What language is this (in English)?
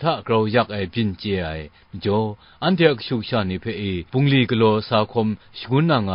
Kachin